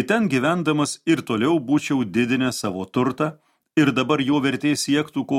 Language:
Lithuanian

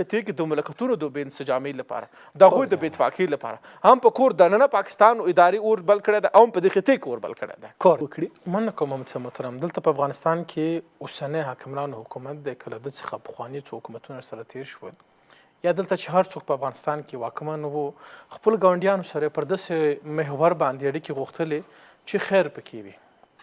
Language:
Pashto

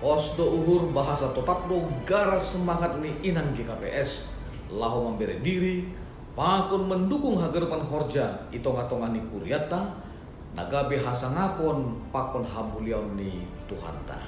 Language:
Batak Simalungun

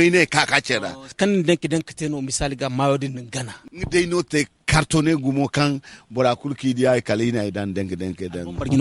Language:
Hausa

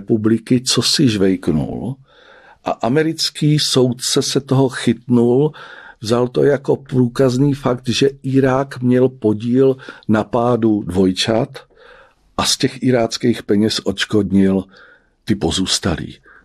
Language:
Czech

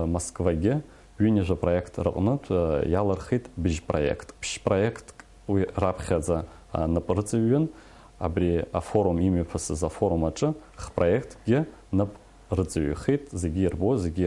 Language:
Abkhazian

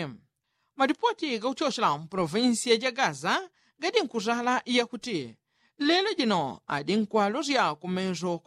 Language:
Yao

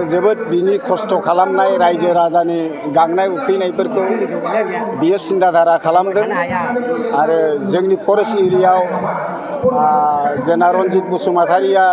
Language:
Bodo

